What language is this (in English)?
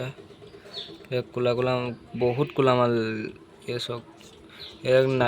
Assamese